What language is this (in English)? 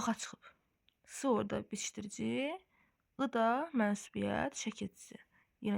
Azerbaijani